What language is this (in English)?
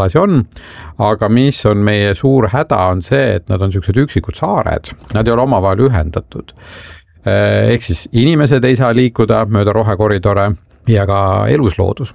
Estonian